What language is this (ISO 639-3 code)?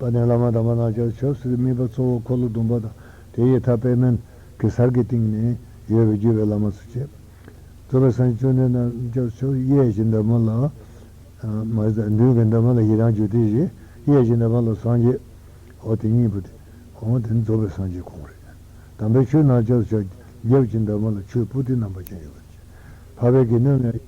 bod